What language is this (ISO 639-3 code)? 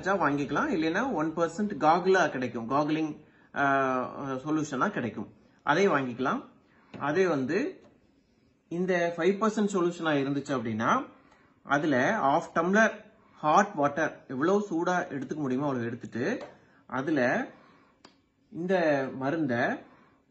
tam